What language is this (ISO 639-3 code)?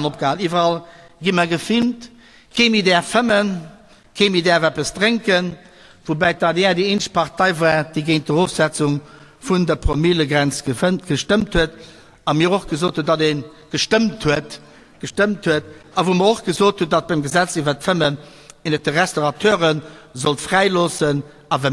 ltz